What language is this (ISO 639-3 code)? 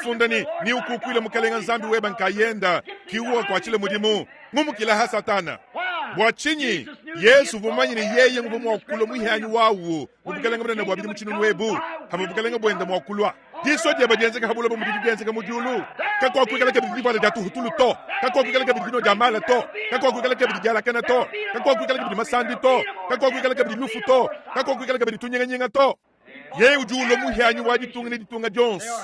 lua